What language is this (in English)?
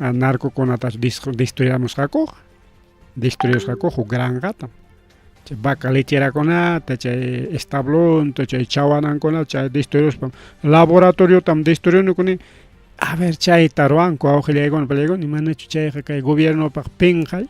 Ayacucho Quechua